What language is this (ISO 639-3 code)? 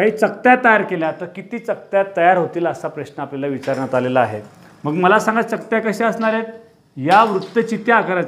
mar